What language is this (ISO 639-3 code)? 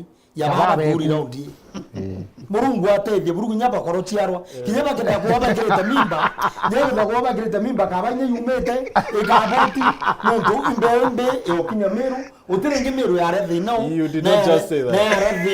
mer